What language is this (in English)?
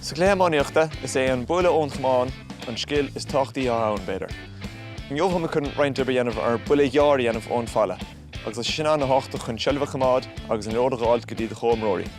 Irish